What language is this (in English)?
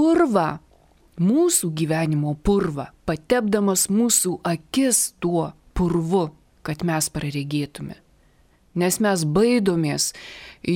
Lithuanian